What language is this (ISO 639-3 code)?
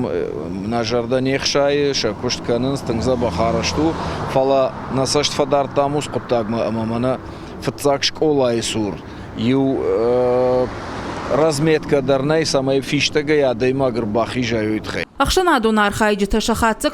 oss